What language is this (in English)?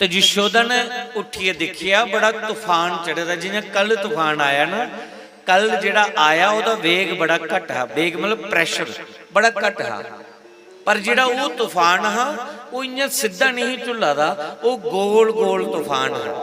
Dogri